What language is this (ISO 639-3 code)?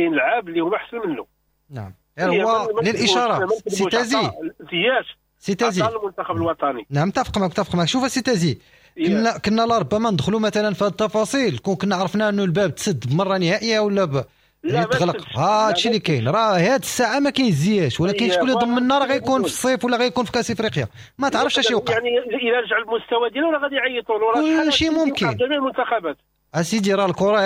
ary